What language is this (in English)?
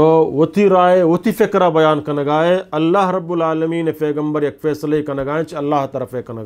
Eastern Balochi